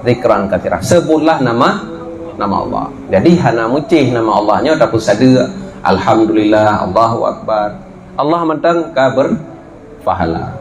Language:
Achinese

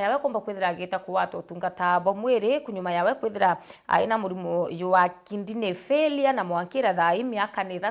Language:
Meru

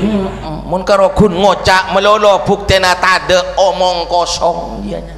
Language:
Madurese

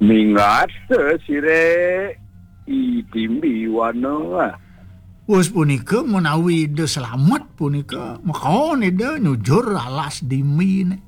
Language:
Balinese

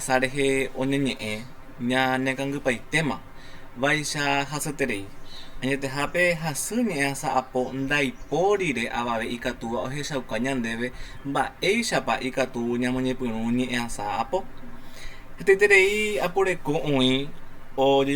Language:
Guarani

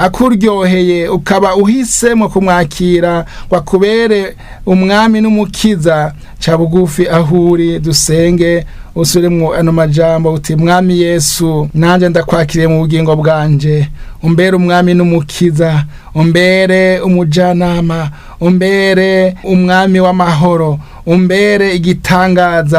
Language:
Rundi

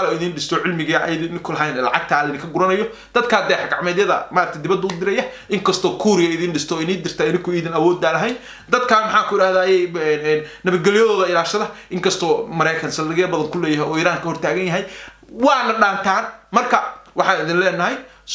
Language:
Somali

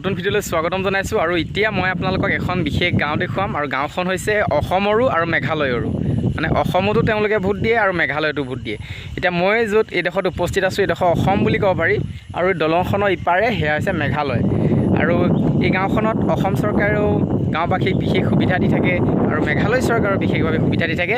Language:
Assamese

